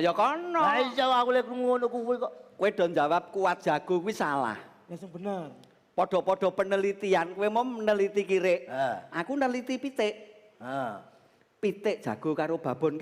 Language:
Javanese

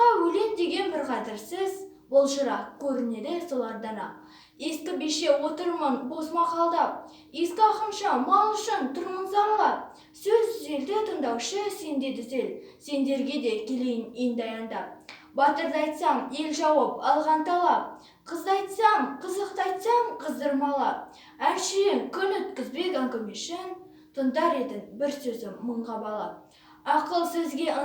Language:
Kazakh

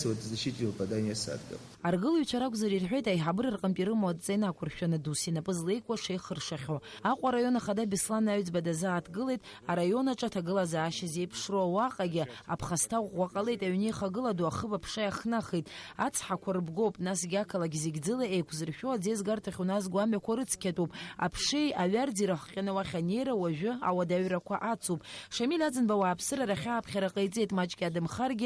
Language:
Abkhazian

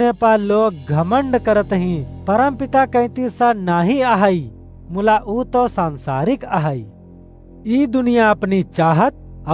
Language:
Awadhi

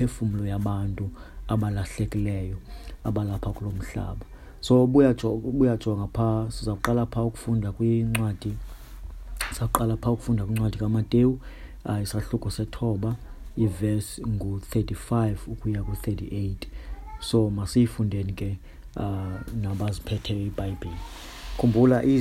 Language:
Xhosa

